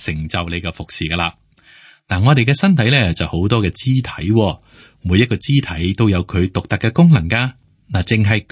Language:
Cantonese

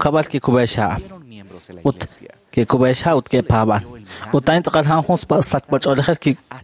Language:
Kekchí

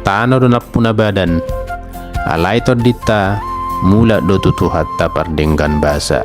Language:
Batak Toba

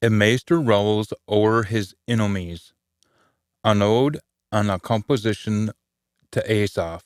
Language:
Scots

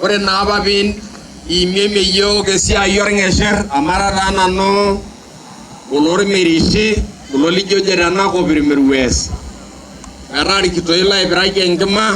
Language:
Masai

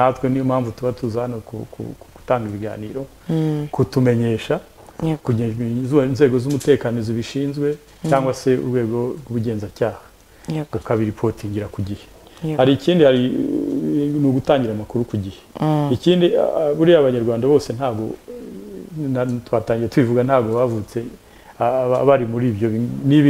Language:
Kinyarwanda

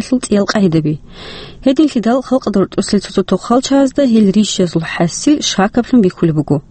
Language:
Avaric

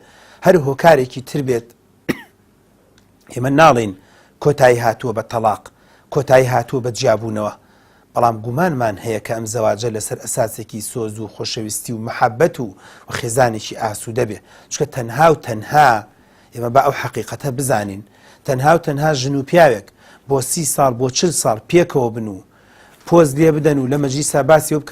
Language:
Central Kurdish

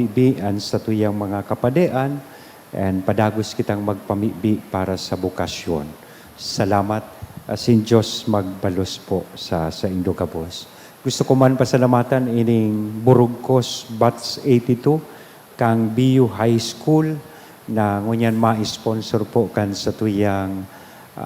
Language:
Bikol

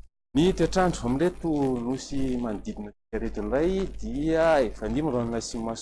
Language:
Malagasy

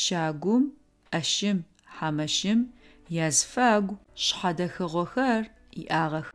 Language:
Adyghe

